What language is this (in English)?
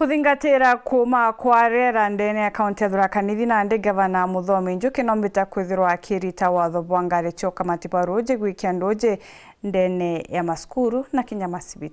Meru